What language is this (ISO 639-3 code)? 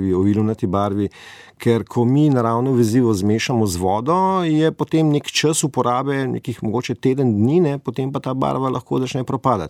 slv